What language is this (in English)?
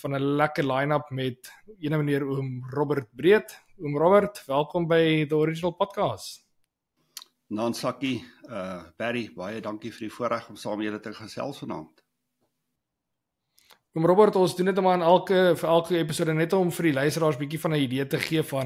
Afrikaans